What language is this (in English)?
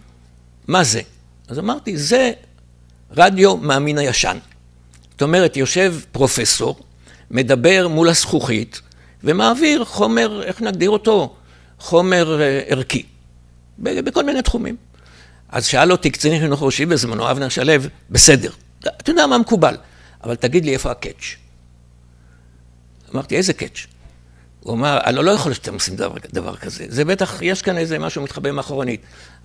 Hebrew